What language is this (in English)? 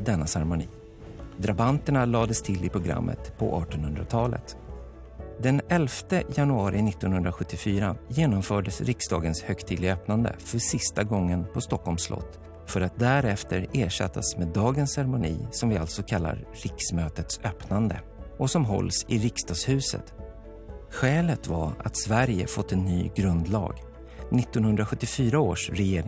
Swedish